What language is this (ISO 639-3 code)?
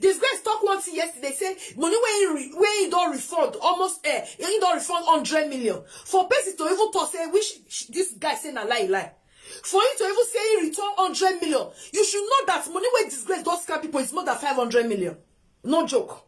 pcm